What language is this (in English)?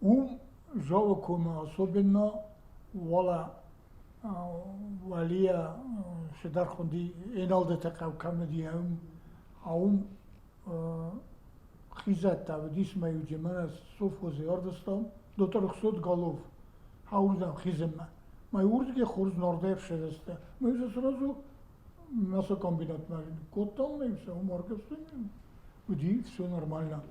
Ossetic